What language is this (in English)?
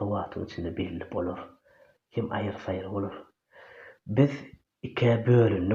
Turkmen